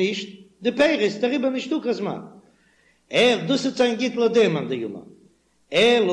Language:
Yiddish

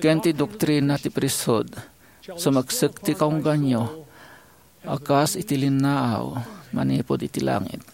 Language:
Iloko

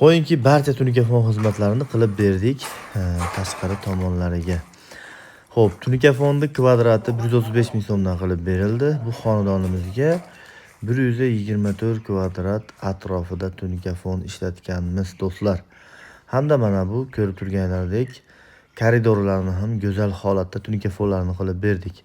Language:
Uzbek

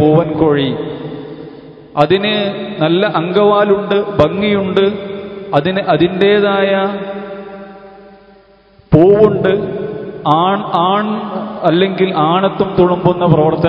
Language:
Malayalam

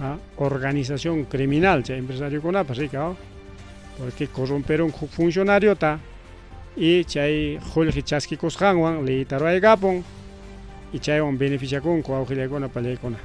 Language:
Ayacucho Quechua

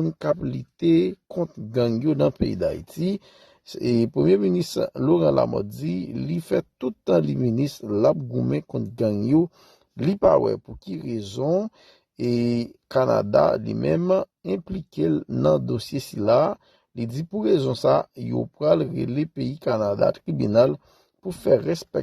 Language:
Haitian Creole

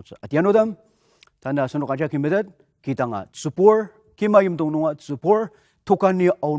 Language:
Ao Naga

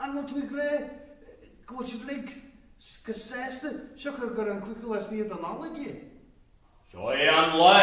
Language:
Irish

